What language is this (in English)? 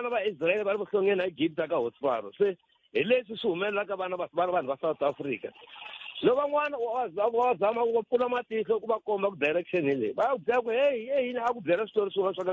Tsonga